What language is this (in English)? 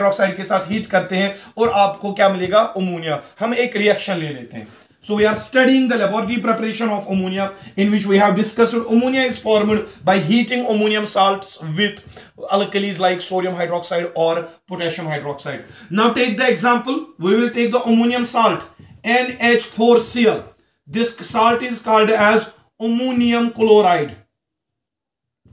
Hindi